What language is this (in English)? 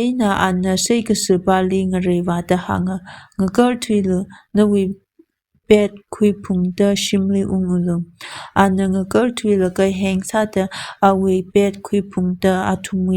Tangkhul Naga (India)